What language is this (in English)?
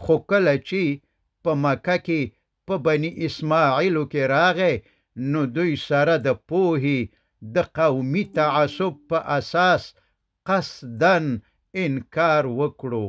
Pashto